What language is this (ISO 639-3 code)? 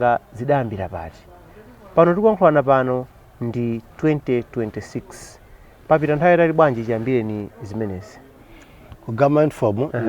nya